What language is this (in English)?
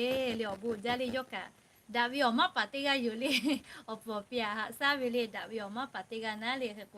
Lahu